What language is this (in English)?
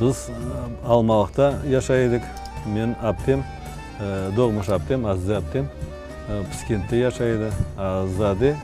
Crimean Tatar